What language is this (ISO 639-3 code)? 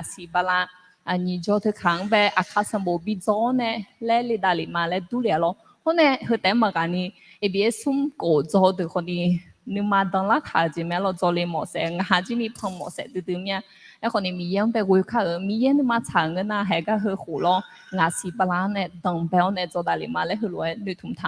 ahk